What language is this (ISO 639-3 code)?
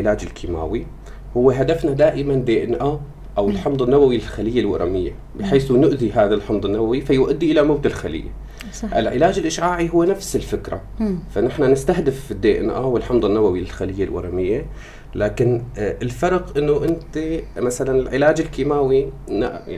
apc